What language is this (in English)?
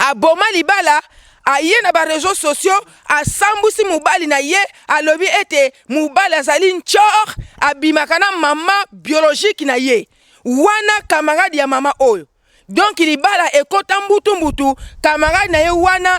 Lingala